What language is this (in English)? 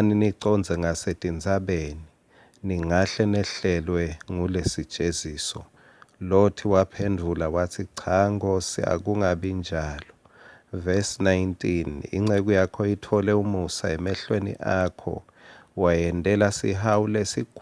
Swati